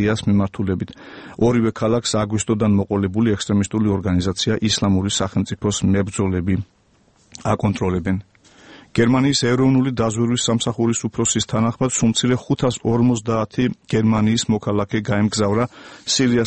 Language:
Georgian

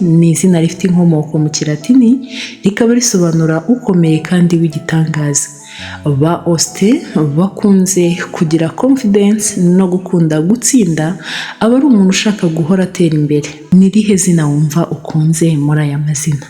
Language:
Kinyarwanda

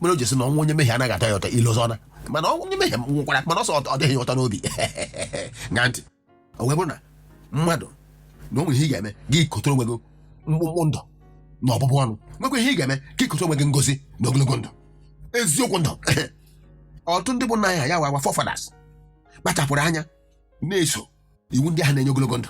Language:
Igbo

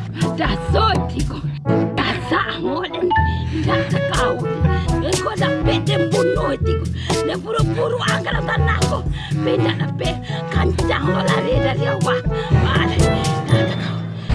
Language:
Minangkabau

